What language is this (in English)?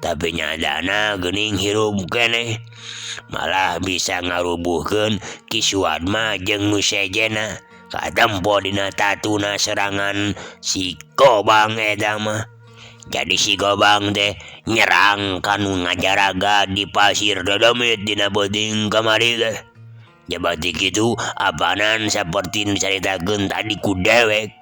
Sundanese